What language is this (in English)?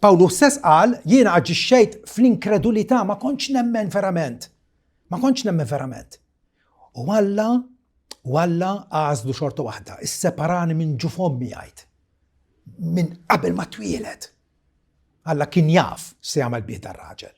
Maltese